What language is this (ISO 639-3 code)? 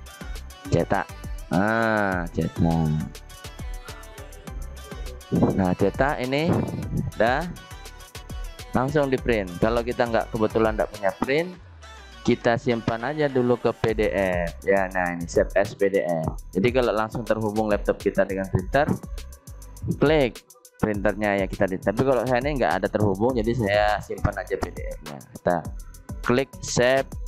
ind